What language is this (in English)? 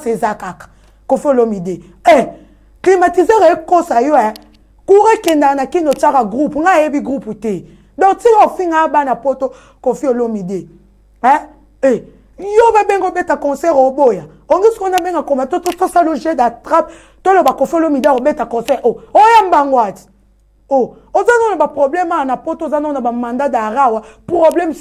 Lingala